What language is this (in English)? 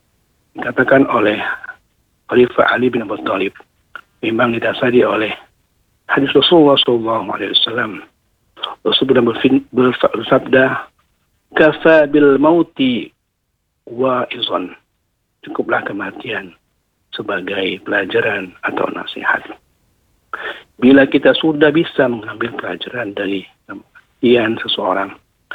Indonesian